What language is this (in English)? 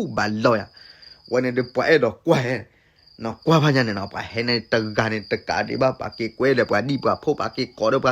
S'gaw Karen